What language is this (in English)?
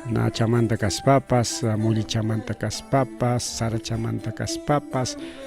Ayacucho Quechua